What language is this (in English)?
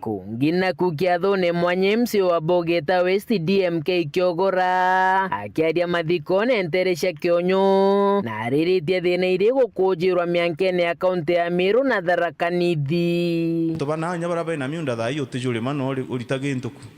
Meru